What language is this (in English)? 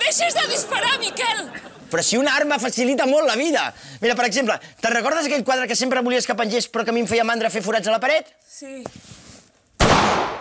Catalan